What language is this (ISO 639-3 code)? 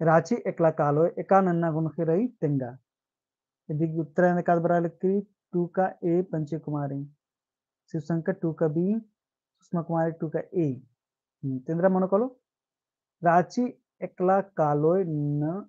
kru